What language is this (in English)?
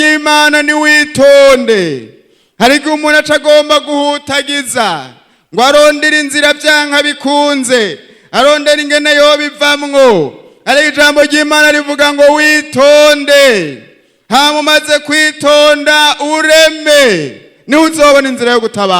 Rundi